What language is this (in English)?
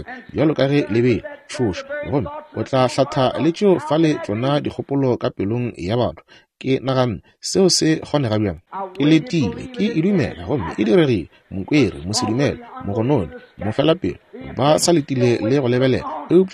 Northern Sotho